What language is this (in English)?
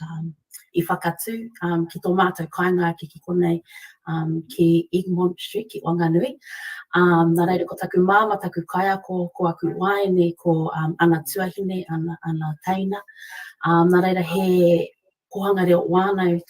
Māori